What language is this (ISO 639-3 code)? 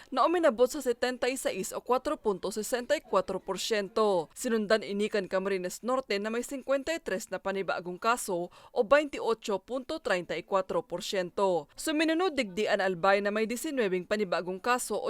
bik